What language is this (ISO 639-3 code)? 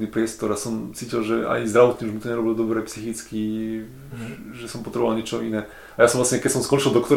slk